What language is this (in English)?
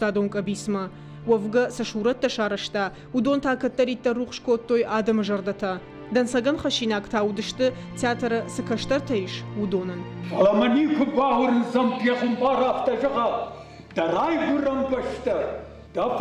Ossetic